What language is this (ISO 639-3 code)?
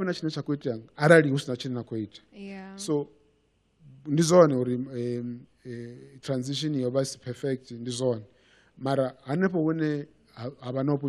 ven